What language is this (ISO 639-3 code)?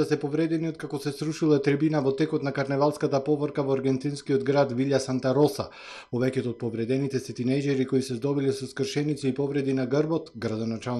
mkd